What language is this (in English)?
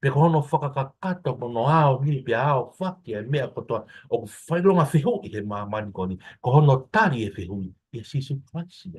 Tongan